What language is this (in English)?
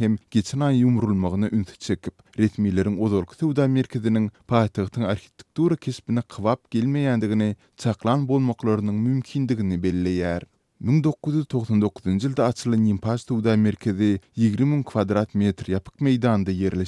Turkmen